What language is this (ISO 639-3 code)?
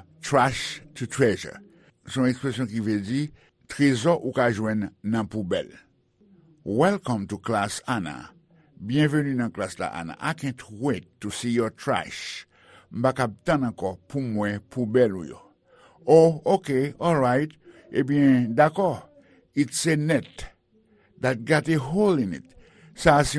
hat